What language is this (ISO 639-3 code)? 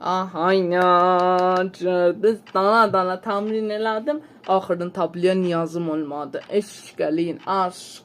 azb